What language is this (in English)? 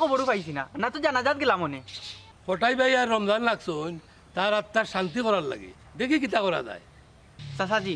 Sylheti